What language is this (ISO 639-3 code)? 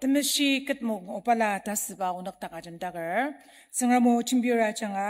njo